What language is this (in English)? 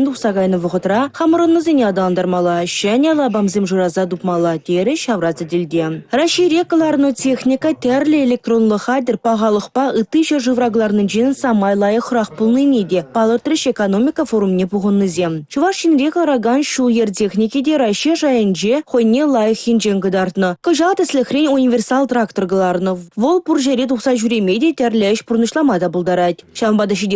Chuvash